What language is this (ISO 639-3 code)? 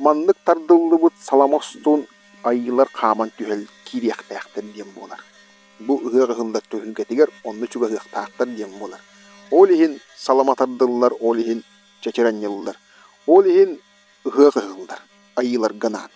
sah